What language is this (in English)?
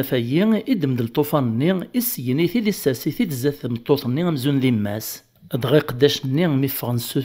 Kabyle